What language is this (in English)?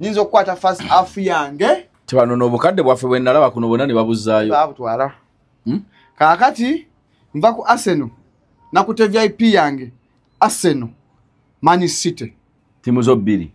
Ganda